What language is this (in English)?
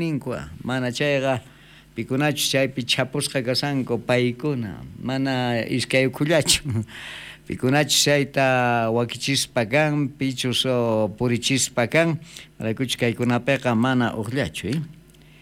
South Bolivian Quechua